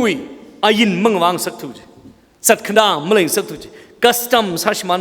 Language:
Tangkhul Naga (India)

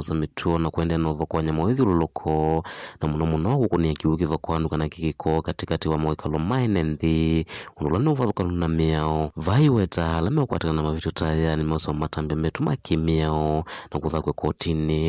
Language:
Kamba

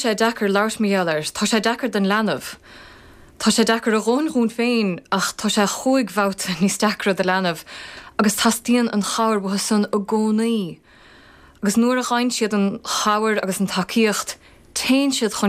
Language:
Irish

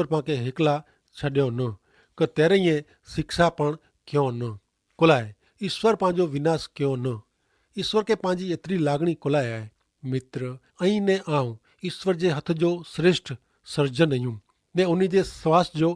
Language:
Kachhi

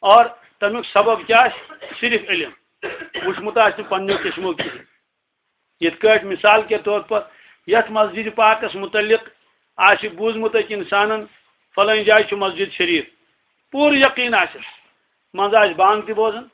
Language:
Kashmiri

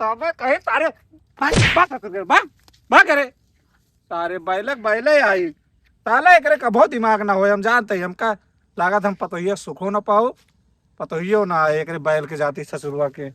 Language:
Awadhi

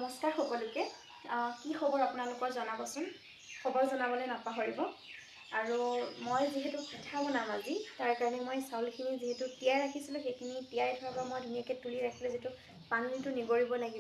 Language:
Assamese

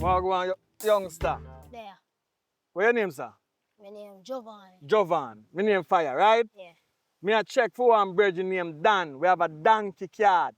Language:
Jamaican Creole English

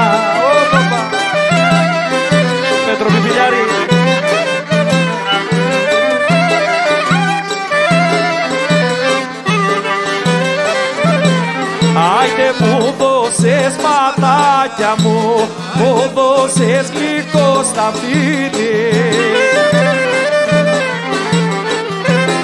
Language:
Greek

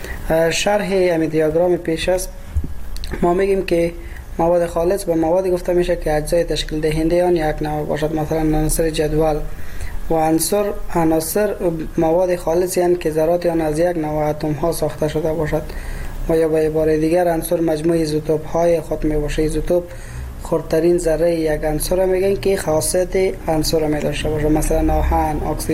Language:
Persian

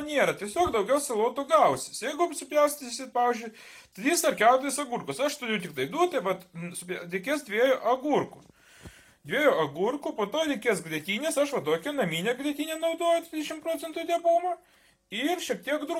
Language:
Lithuanian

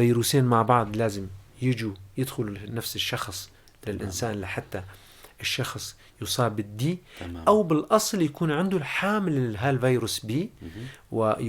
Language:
North Levantine Arabic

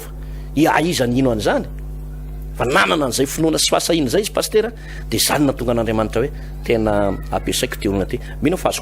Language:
Malagasy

